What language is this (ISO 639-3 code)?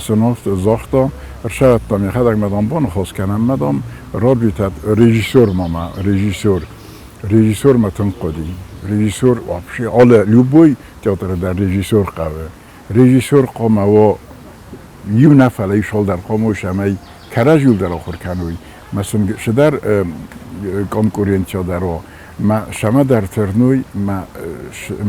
oss